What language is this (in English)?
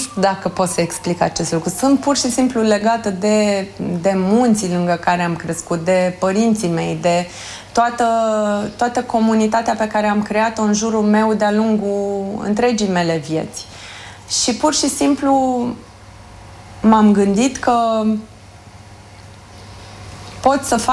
Romanian